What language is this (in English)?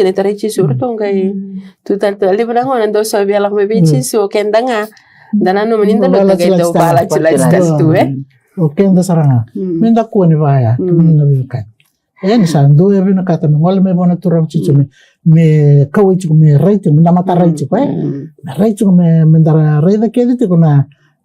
Fijian